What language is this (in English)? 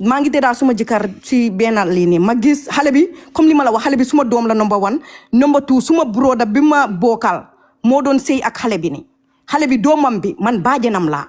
Wolof